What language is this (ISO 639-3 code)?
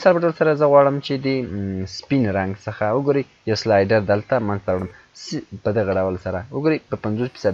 pus